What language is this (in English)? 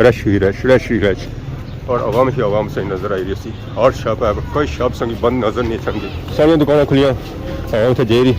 Pahari-Potwari